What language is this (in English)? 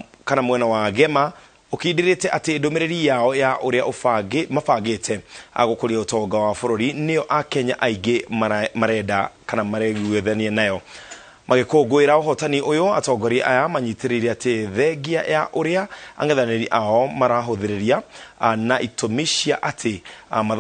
Kikuyu